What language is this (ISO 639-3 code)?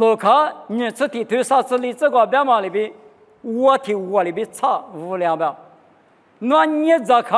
lis